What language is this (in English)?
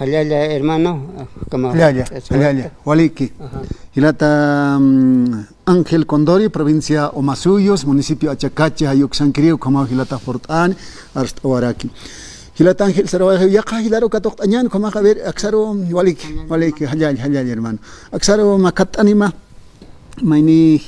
Aymara